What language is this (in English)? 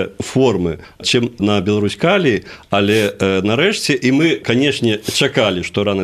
Belarusian